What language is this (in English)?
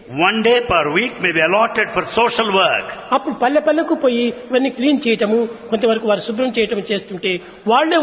Telugu